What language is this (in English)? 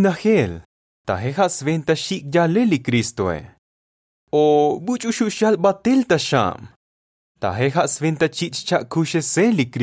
Tzotzil